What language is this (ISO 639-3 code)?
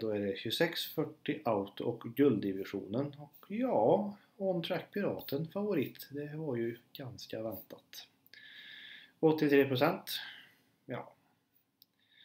swe